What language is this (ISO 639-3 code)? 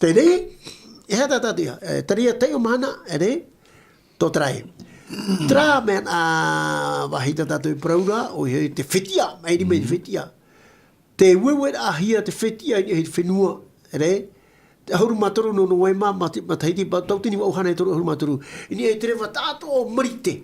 tah